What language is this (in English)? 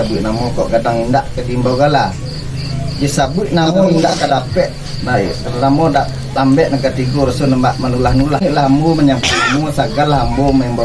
Minangkabau